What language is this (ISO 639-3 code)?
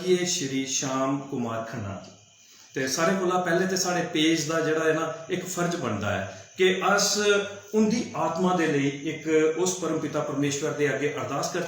doi